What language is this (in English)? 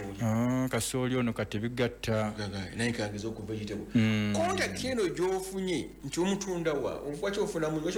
Ganda